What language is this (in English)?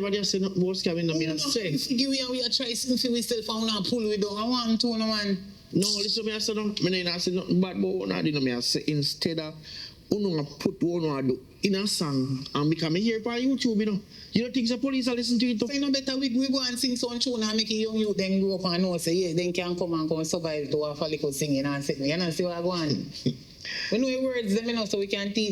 Jamaican Creole English